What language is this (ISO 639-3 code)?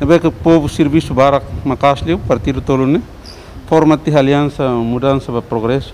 tet